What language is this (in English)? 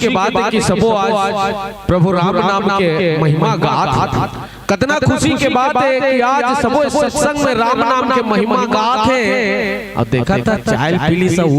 Chhattisgarhi